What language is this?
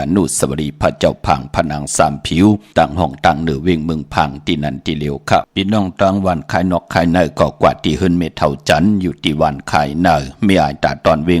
Shan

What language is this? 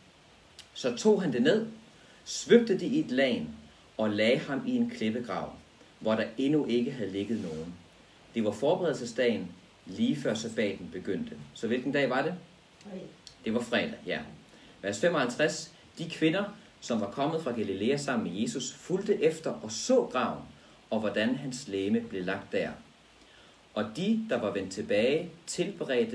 Danish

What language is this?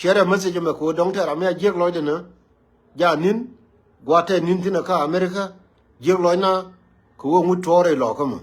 Nuer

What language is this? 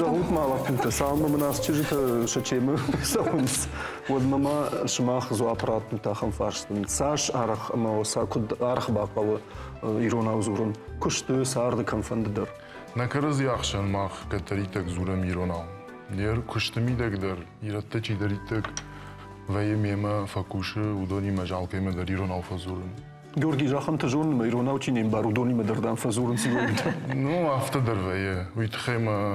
Ossetic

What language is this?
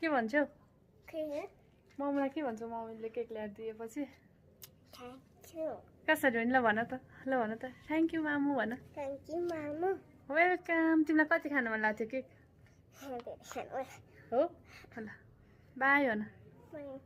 Nepali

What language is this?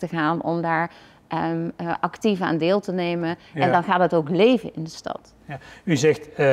Dutch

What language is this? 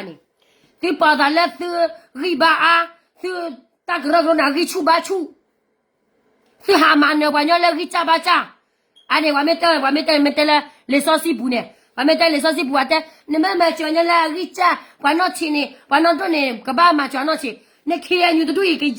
S'gaw Karen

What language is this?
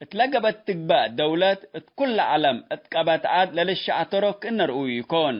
Tigre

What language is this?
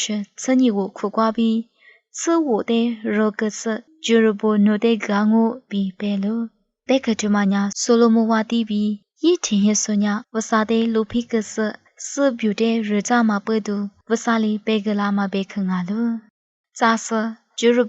Lisu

